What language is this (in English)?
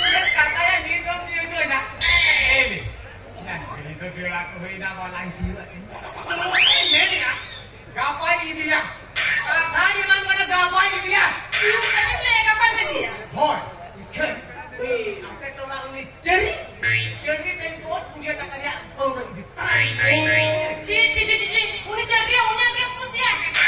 Santali